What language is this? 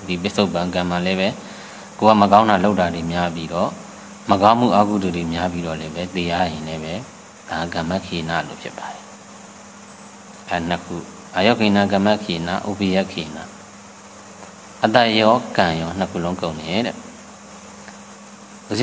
Burmese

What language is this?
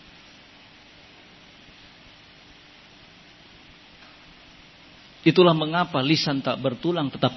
Indonesian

